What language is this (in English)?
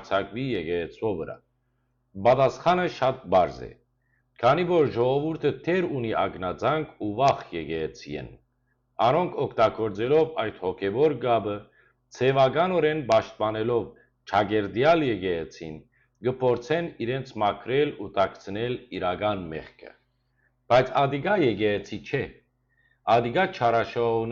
Western Armenian